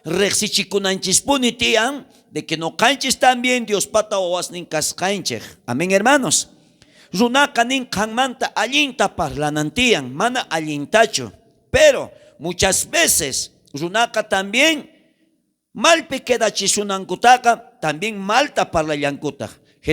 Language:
South Bolivian Quechua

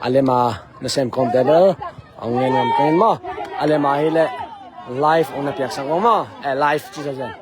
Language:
Tedim Chin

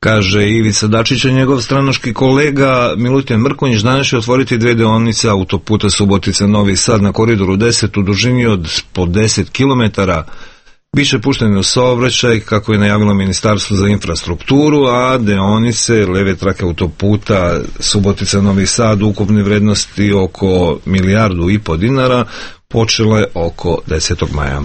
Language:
Serbian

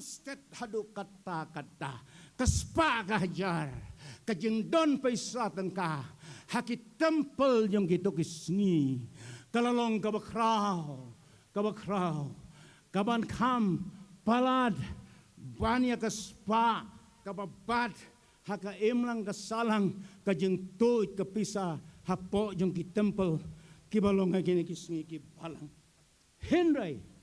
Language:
Khasi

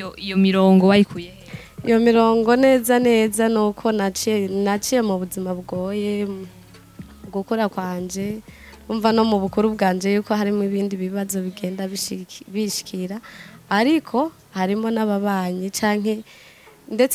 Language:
Rundi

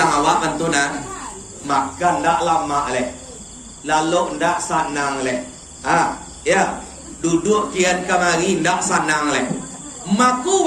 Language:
Minangkabau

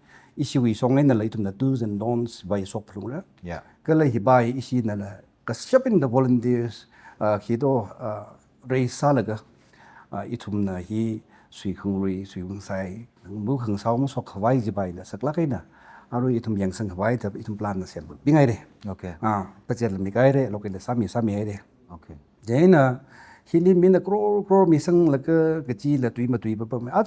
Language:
Tangkhul Naga (India)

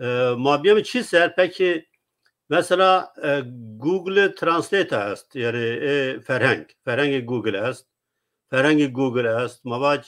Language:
Zaza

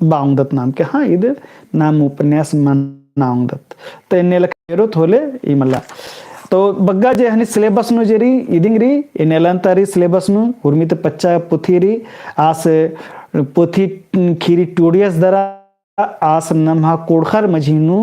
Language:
Kurukh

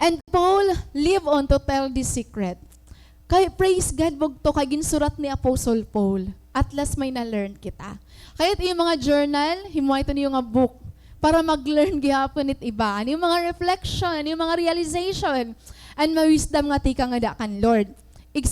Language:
Waray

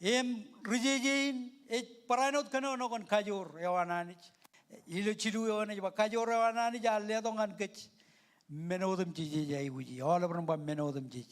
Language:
Marshallese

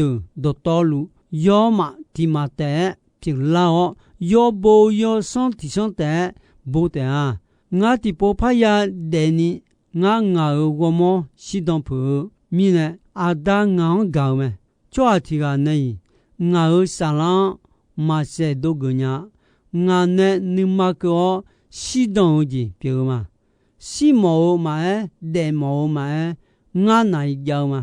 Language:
Akha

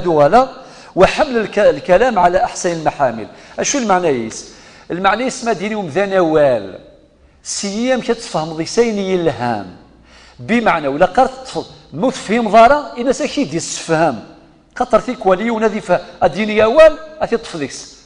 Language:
Kabyle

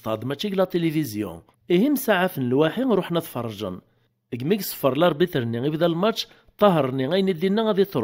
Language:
Kabyle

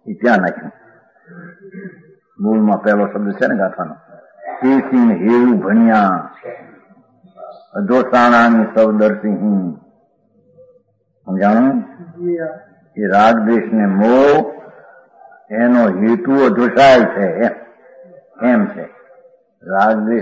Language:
Gujarati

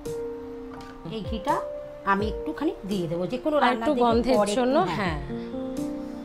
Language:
Bangla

